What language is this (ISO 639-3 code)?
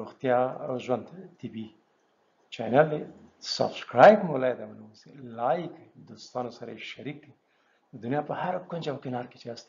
pus